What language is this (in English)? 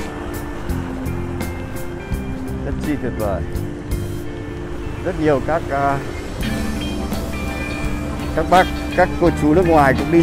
Vietnamese